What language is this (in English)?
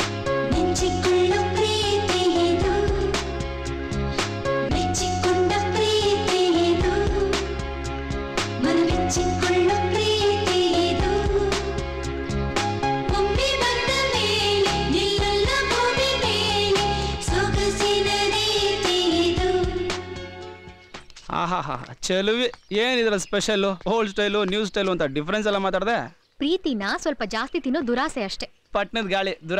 Kannada